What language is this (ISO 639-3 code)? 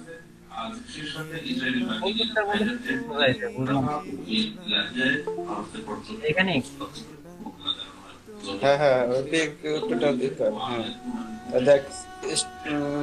ben